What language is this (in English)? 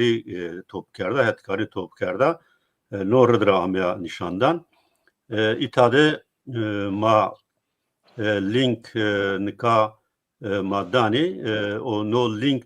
Zaza